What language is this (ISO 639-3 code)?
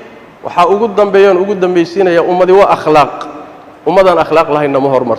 som